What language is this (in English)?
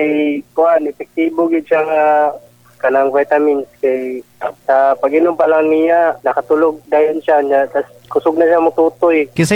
Cebuano